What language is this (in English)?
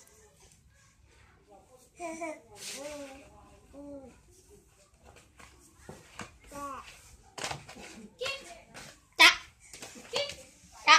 Lao